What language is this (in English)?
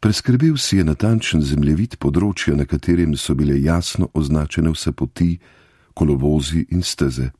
Slovenian